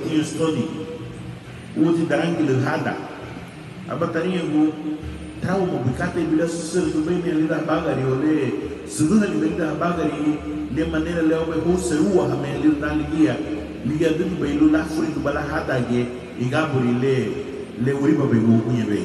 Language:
Garifuna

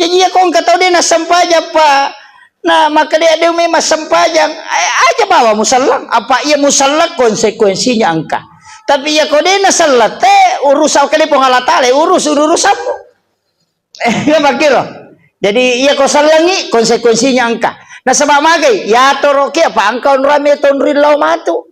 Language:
Buginese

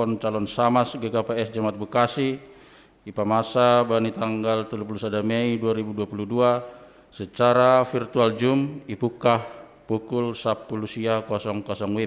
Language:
Batak Simalungun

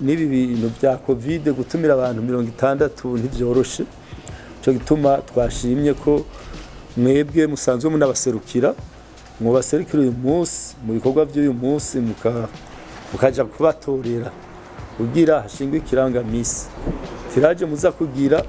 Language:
Rundi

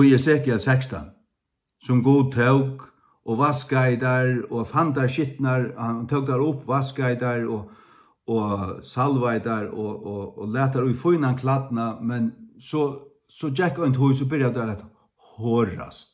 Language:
Faroese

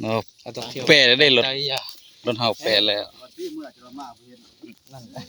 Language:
Northeastern Thai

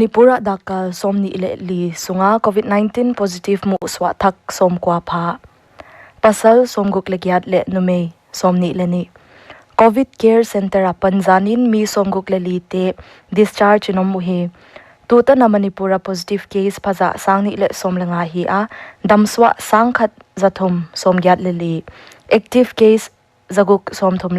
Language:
Paite Chin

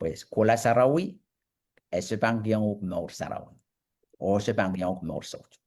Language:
Pohnpeian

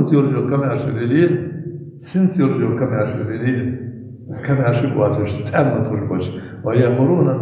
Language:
Ingush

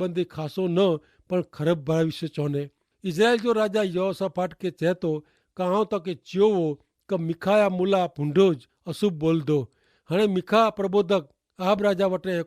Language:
Kachhi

